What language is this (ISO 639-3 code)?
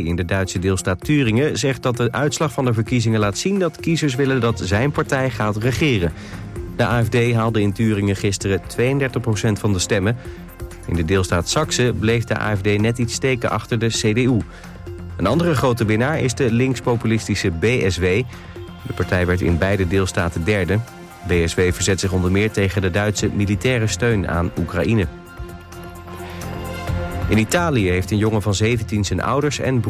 nld